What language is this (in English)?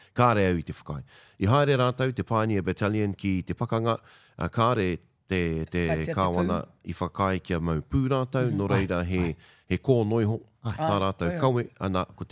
Māori